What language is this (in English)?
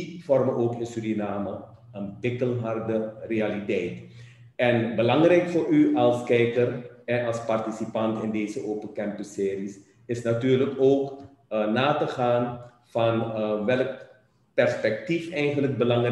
Dutch